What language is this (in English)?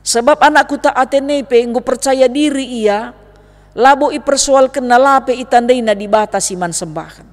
Batak Karo